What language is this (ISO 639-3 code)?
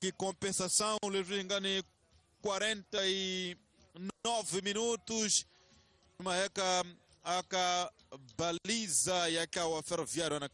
tso